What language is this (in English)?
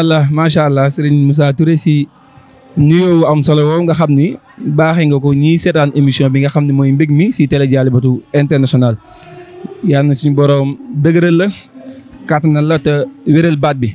Wolof